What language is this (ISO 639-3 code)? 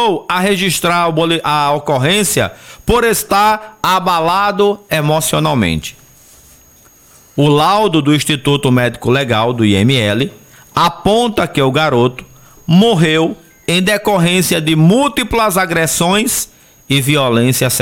por